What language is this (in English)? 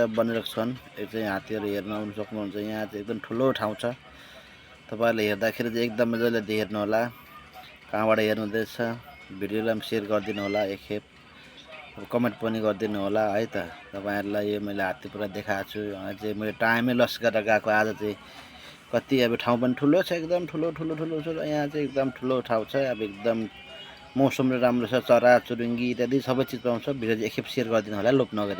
Nepali